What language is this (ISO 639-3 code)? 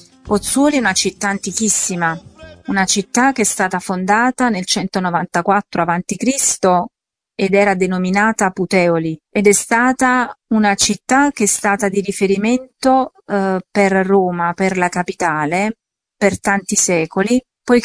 ita